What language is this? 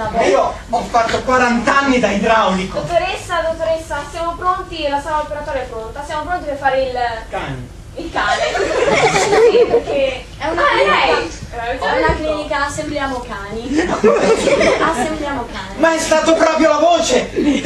Italian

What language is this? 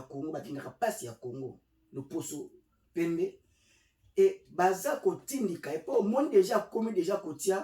Lingala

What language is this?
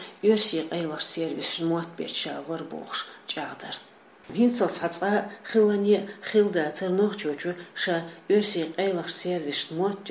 Chechen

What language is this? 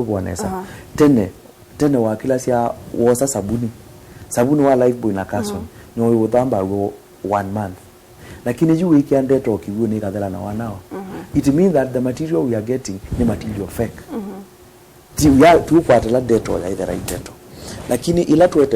Kamba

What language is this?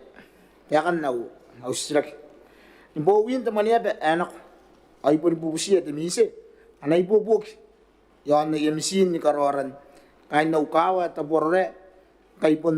Gilbertese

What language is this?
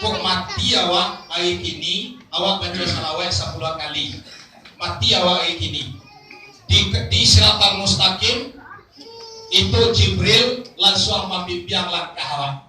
Minangkabau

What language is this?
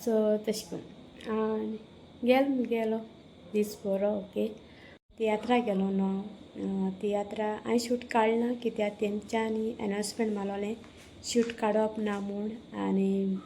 Konkani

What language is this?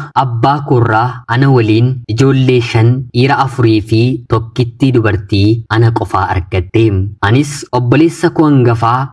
Oromo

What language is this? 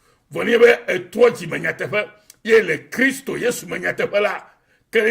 Ewe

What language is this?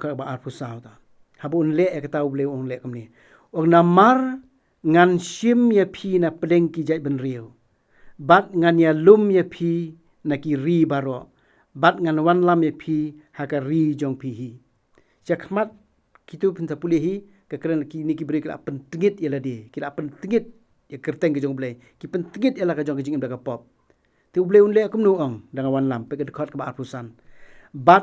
Khasi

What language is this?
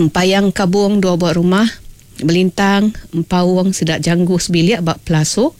Iban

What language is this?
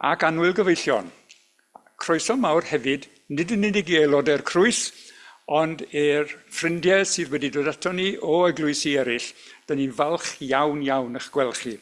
Welsh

